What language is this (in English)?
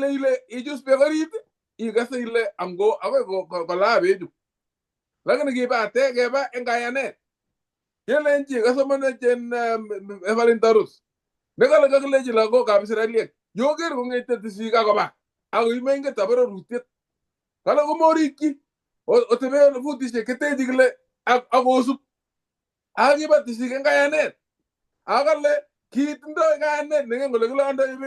Kalenjin